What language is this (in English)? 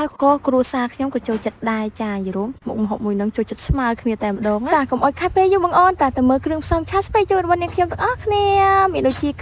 Khmer